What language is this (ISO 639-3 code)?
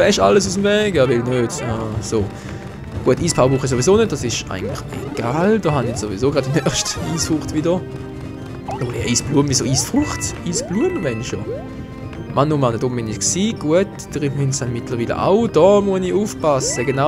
gsw